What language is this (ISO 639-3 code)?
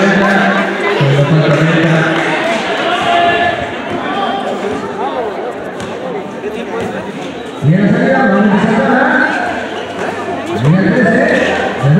spa